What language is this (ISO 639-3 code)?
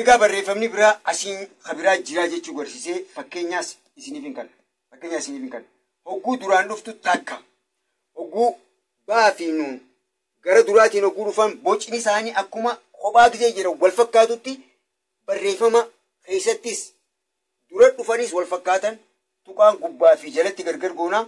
orm